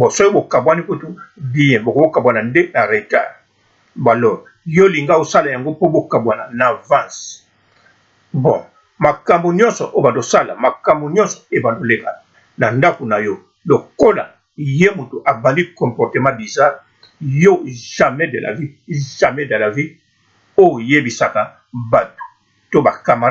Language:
Lingala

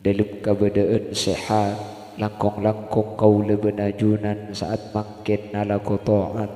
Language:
Madurese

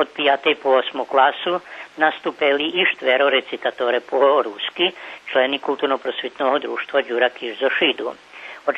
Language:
Rusyn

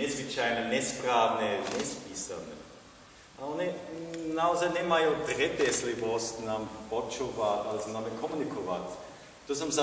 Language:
Slovak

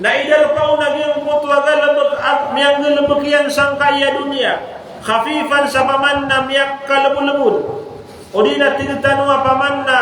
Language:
Maranao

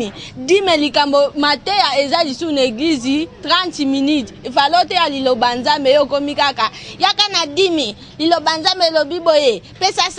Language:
Lingala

